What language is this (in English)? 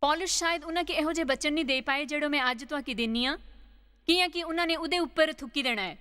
Dogri